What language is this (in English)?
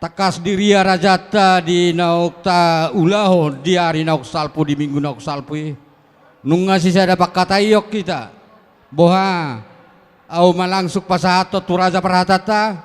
Batak Toba